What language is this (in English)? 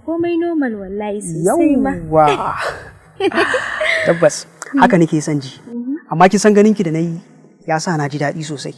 Hausa